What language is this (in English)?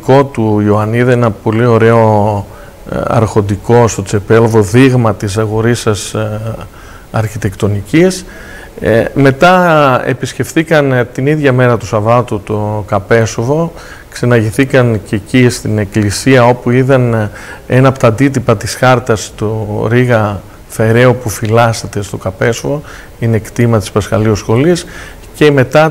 Greek